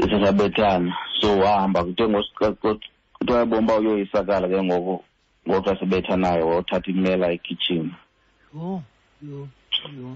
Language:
Xhosa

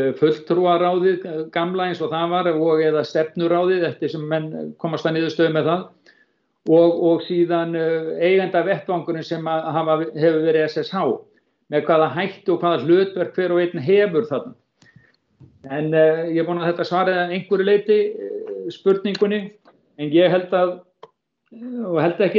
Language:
Icelandic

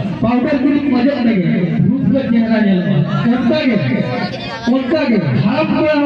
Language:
Santali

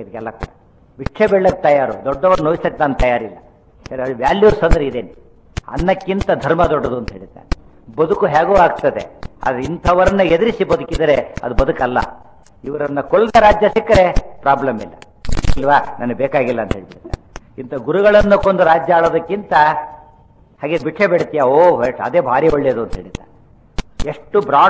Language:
Kannada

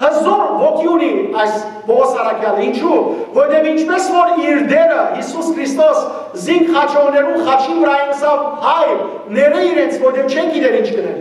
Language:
Western Armenian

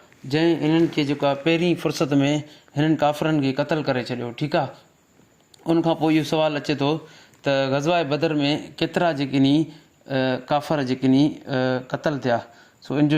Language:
Sindhi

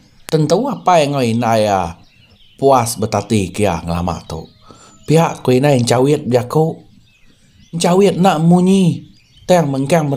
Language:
Iban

